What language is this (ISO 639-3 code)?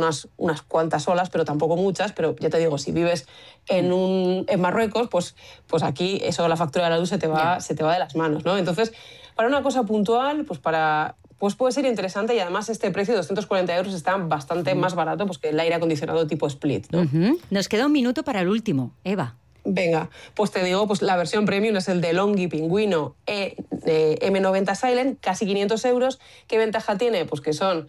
spa